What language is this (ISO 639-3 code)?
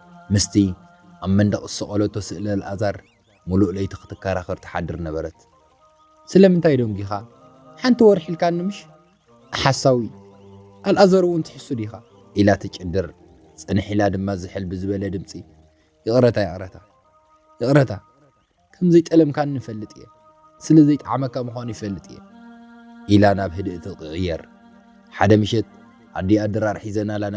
tir